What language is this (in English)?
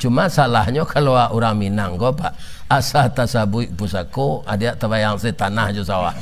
Minangkabau